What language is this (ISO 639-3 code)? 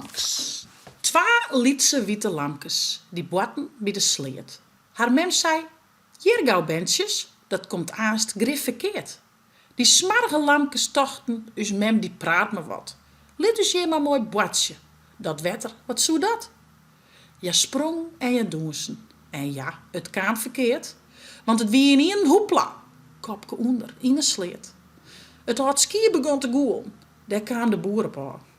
fry